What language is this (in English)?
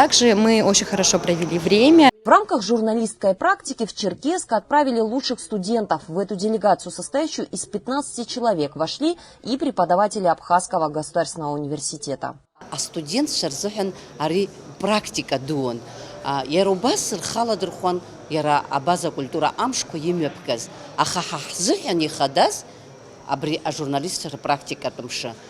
Abkhazian